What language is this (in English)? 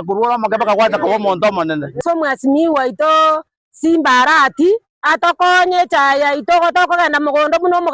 Gusii